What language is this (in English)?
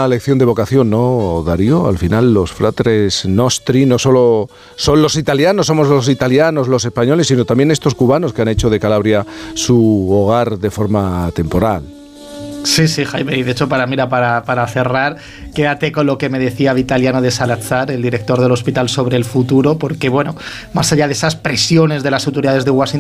Spanish